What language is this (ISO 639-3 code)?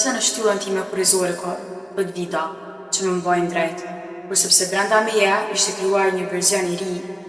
sqi